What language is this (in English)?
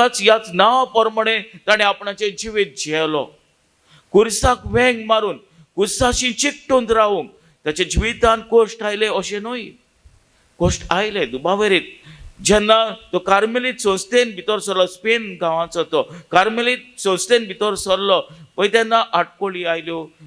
Konkani